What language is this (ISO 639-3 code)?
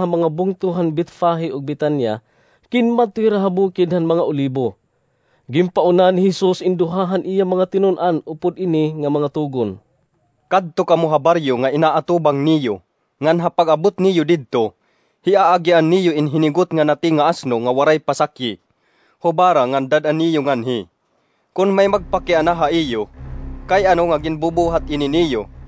war